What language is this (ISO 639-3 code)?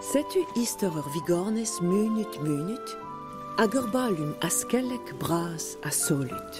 bre